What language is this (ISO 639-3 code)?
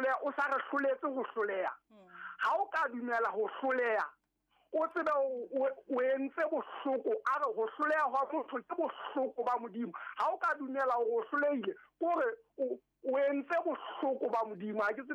sot